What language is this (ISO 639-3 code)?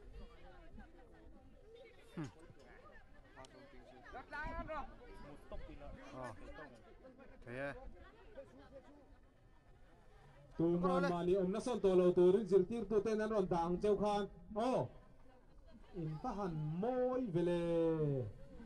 vie